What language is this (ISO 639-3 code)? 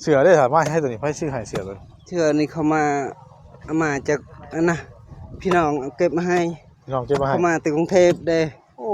tts